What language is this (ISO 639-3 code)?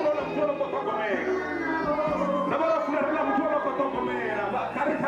ven